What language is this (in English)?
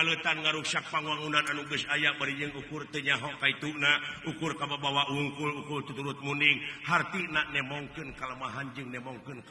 Sundanese